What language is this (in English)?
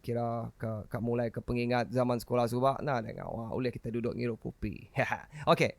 Iban